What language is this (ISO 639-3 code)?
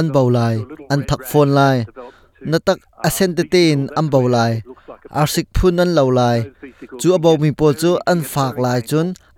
cnh